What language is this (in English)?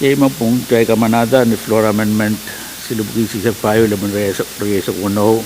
Pohnpeian